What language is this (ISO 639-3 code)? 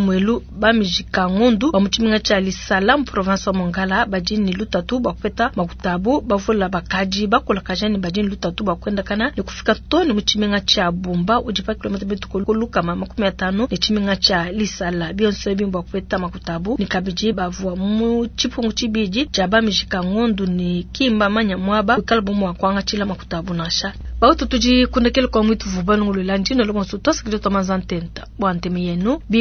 lua